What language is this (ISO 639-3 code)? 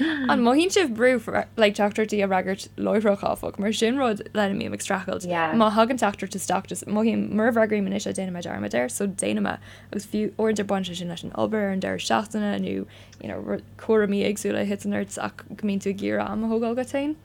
gle